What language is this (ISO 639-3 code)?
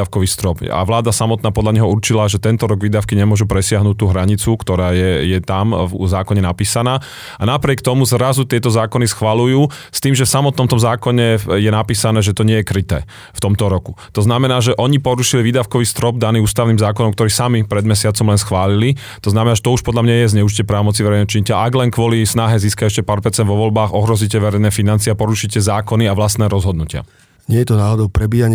slk